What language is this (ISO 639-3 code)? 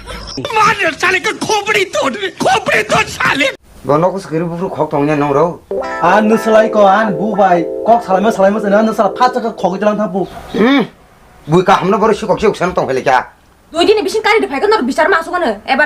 trp